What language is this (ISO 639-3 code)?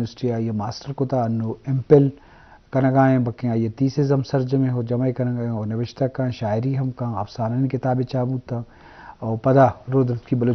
bgp